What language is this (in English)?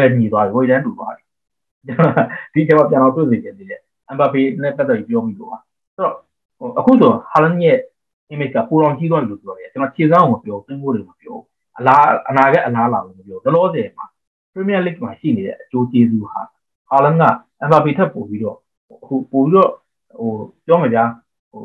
Burmese